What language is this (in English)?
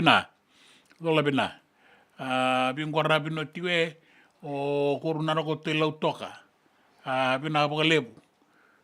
Fijian